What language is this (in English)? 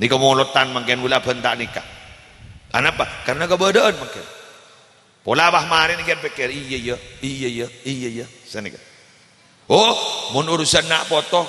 Madurese